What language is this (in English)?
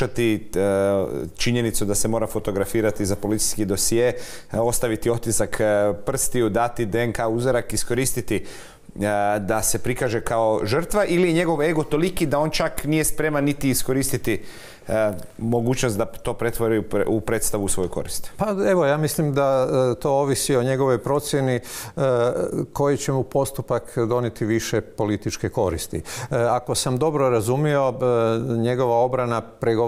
Croatian